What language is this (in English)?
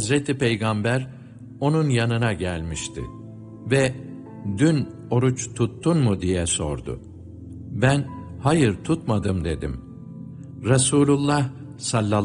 Turkish